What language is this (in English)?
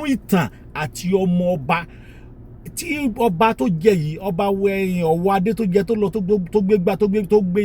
Yoruba